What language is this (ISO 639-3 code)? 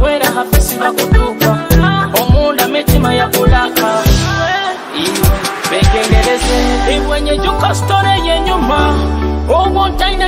nyo